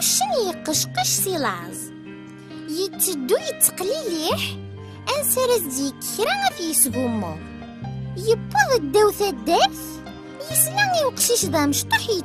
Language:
Kabyle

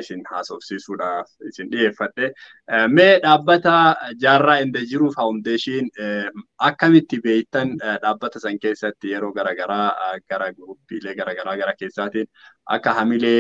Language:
Oromo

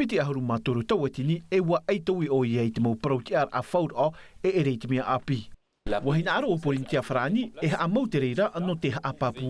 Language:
Tahitian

